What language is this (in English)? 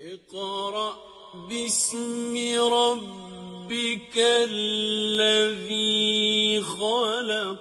Tatar